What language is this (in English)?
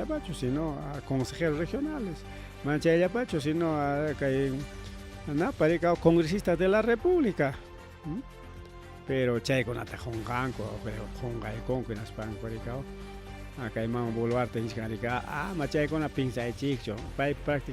Ayacucho Quechua